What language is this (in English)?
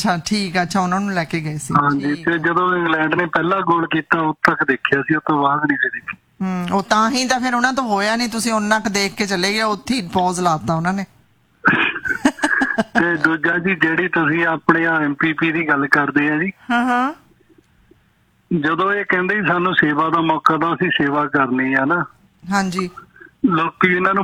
Punjabi